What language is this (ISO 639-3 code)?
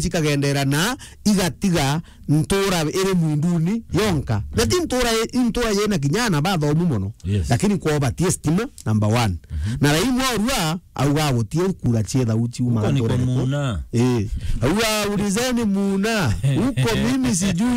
mer